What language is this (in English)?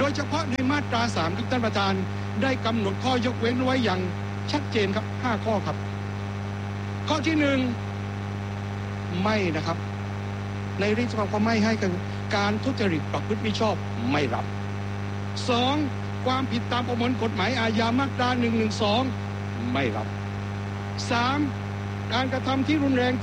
Thai